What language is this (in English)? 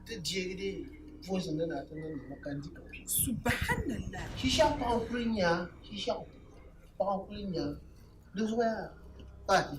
Dagbani